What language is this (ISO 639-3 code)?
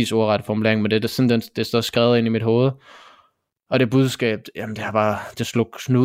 dan